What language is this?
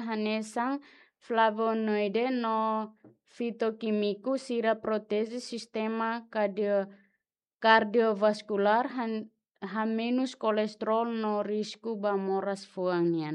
Tetum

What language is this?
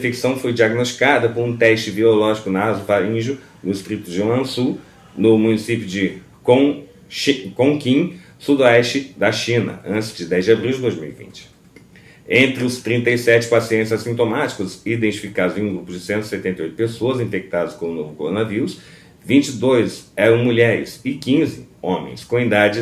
Portuguese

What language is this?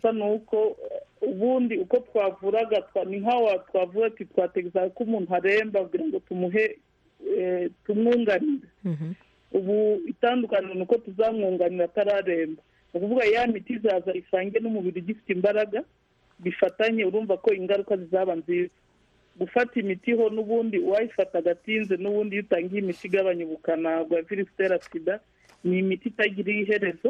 Kinyarwanda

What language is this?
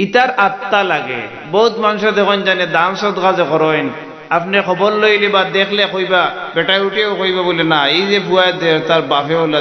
Sylheti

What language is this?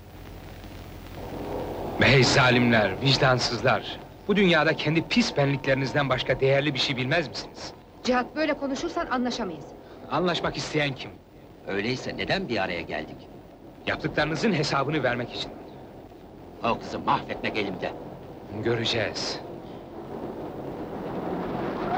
Turkish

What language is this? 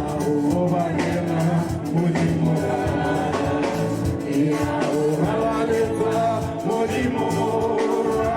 Tswana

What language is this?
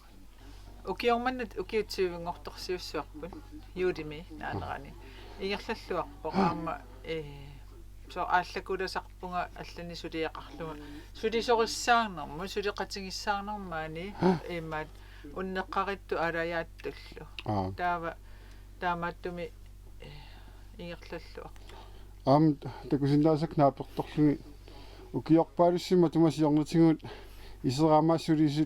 Kalaallisut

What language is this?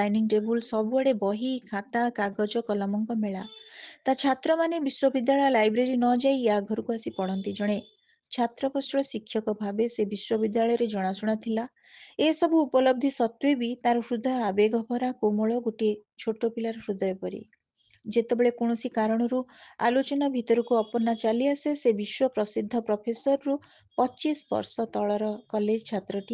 Odia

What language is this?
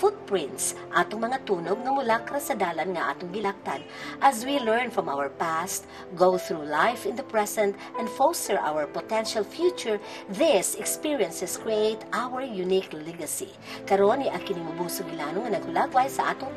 Cebuano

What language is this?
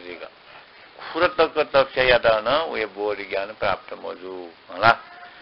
Newari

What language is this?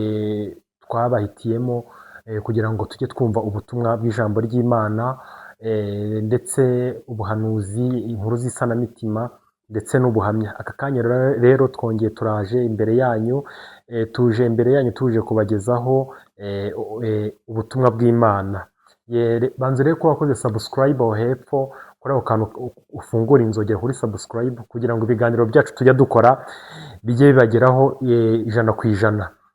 Kinyarwanda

